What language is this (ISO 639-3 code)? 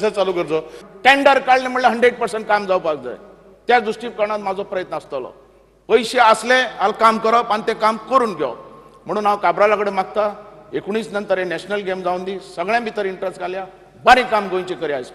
kok